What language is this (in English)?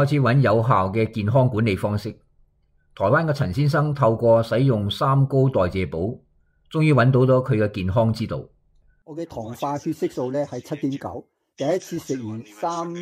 Cantonese